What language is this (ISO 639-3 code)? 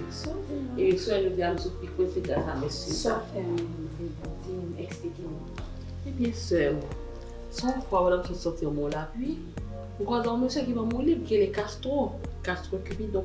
hat